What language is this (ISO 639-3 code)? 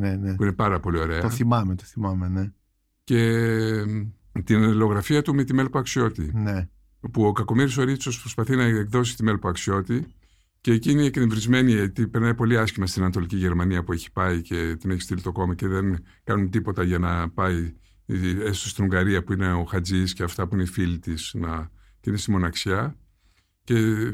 ell